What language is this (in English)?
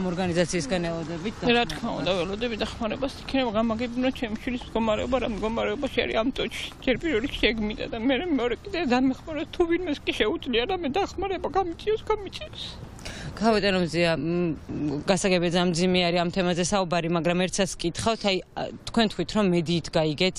Georgian